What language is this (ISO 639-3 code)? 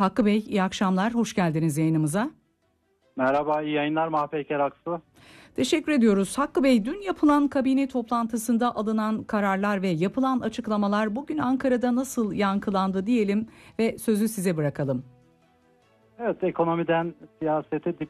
tur